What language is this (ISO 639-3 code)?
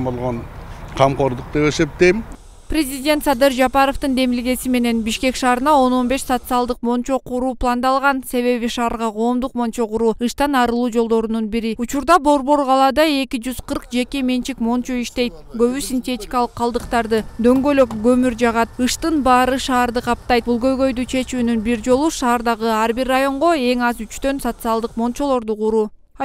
kir